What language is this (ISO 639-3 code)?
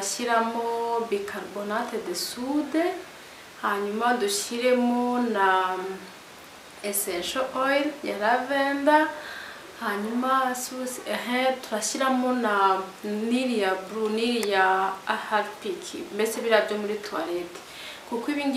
kin